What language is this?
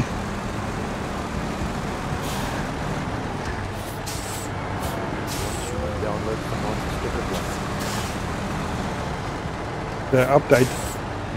Afrikaans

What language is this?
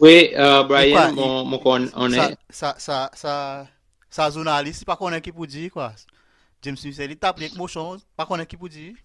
Seselwa Creole French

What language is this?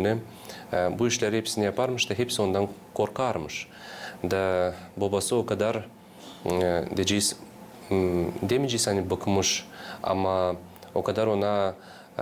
Gagauz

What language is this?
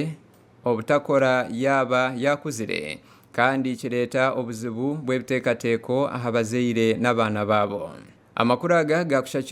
Nyankole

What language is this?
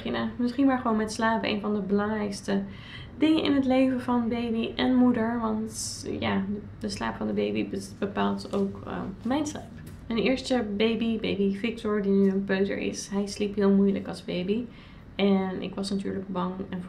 Dutch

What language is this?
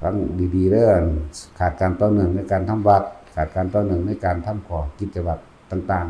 Northeastern Thai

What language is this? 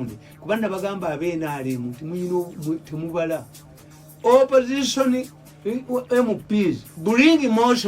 Ganda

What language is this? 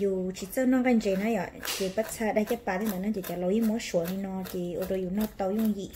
Hmong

